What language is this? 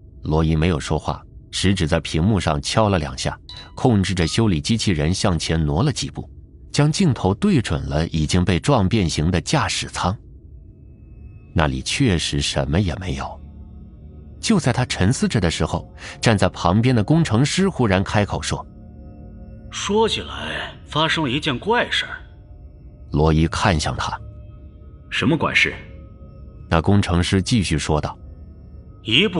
Chinese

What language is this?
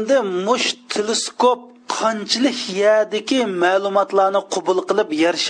Uyghur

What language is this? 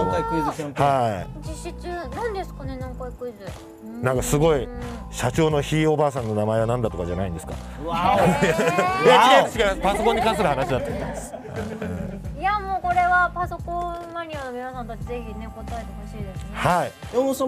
Japanese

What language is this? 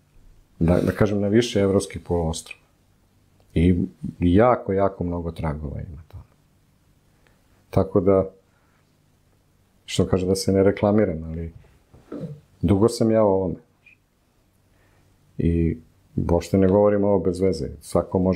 Serbian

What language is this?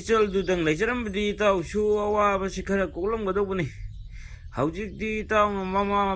Manipuri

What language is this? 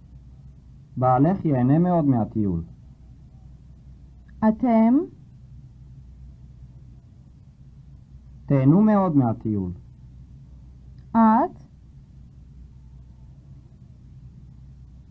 Hebrew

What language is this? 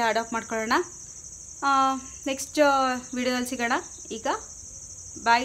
Kannada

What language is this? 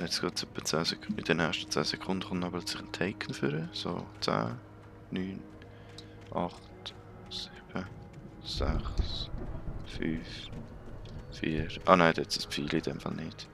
Swiss German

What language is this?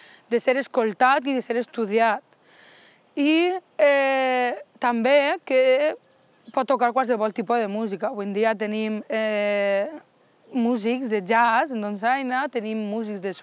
Catalan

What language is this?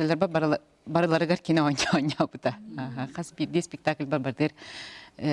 Yakut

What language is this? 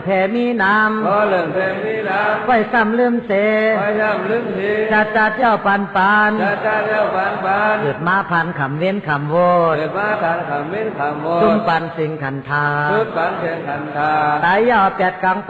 Shan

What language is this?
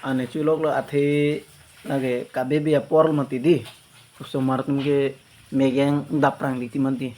Karbi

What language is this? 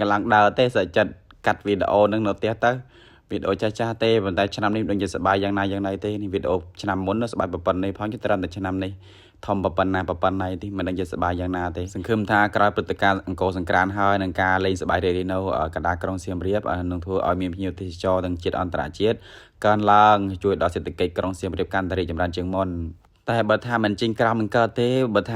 Khmer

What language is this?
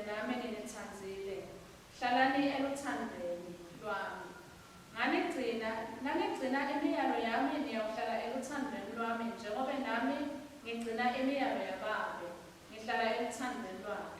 Swati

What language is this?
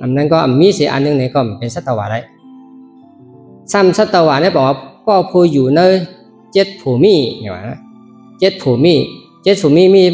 Shan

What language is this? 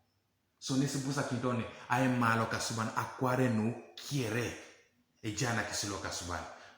Teso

